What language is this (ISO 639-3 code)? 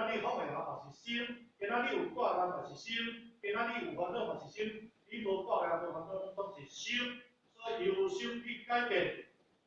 nan